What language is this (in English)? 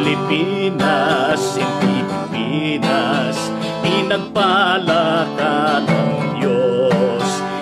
Filipino